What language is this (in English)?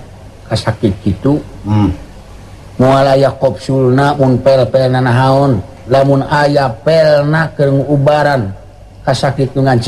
Sundanese